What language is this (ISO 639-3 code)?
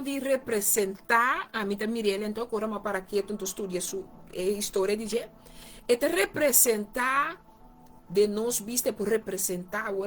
pap